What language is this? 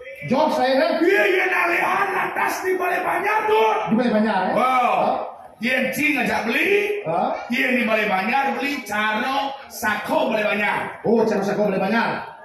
Balinese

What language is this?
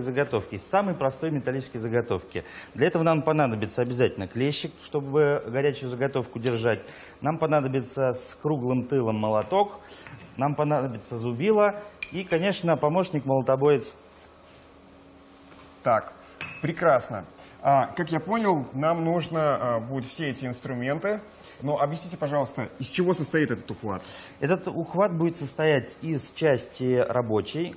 Russian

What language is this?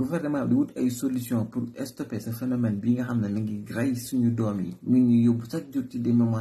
Wolof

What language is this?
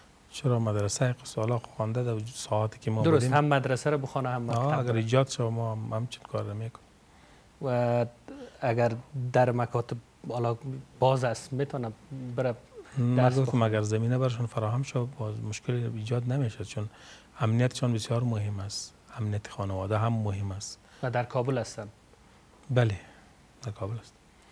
Persian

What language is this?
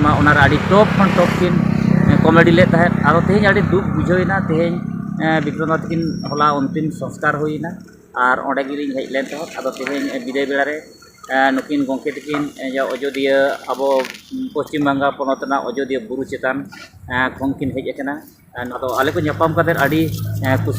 Santali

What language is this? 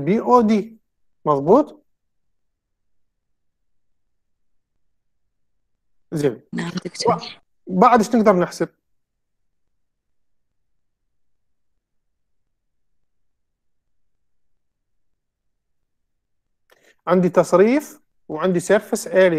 Mesopotamian Arabic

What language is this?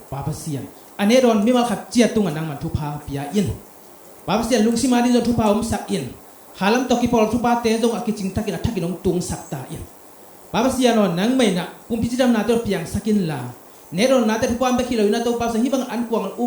Tedim Chin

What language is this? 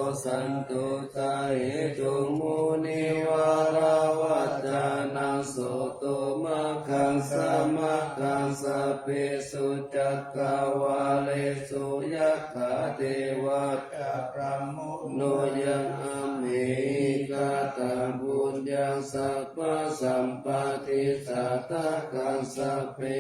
Pali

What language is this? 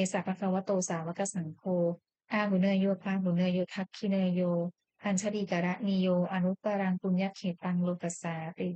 Pali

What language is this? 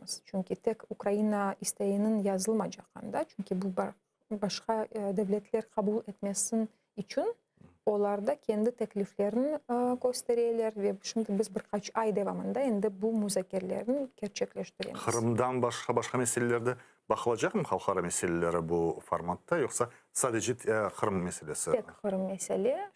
Crimean Tatar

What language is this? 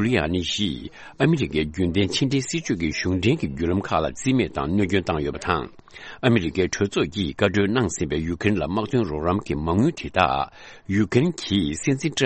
Tibetan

